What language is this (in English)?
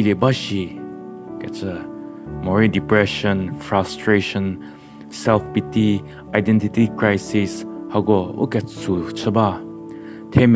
Angami Naga